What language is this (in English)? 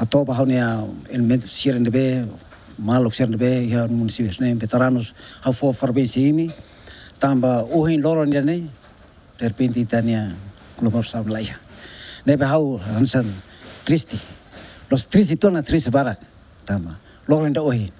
Tetum